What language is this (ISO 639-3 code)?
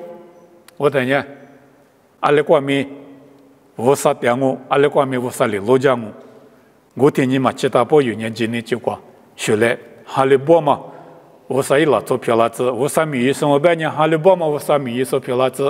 lis